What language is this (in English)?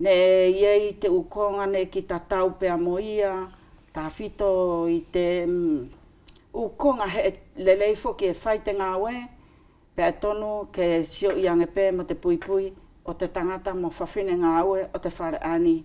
Wallisian